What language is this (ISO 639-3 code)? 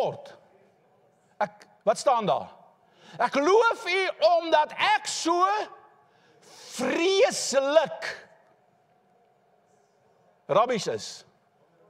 afr